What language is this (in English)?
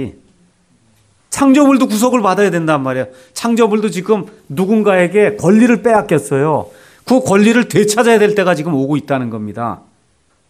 Korean